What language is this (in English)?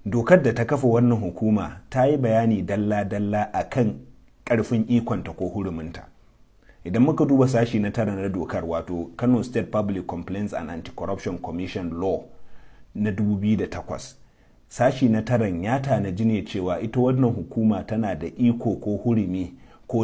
Hausa